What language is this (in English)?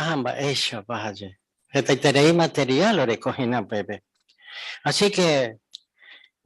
Guarani